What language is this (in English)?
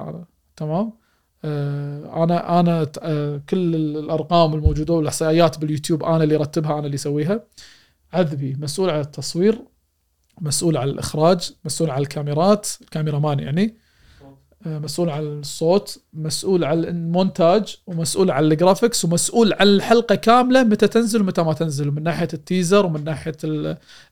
Gulf Arabic